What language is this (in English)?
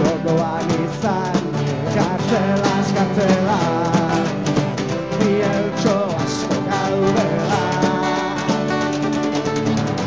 Basque